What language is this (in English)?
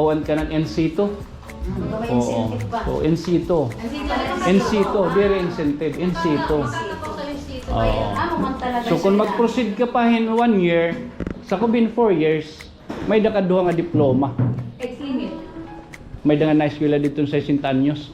Waray